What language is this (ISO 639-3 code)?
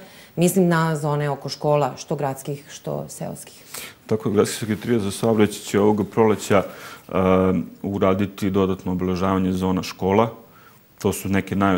srp